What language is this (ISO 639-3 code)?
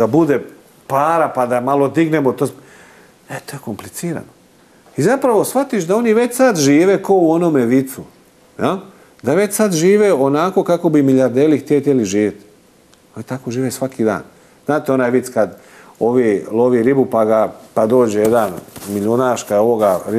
hrv